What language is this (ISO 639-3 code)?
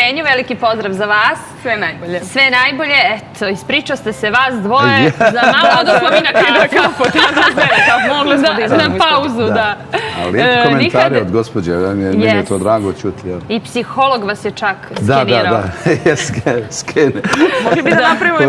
bos